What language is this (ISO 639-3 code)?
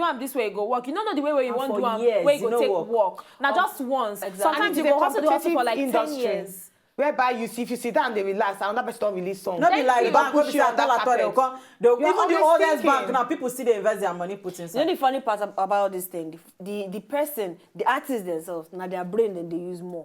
pcm